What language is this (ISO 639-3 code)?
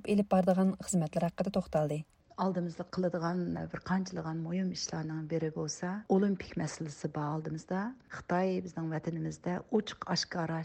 uig